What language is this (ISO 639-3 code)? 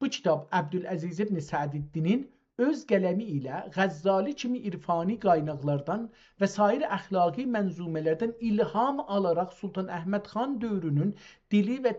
azb